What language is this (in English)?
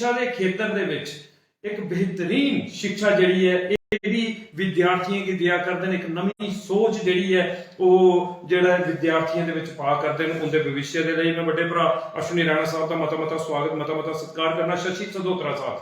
Dogri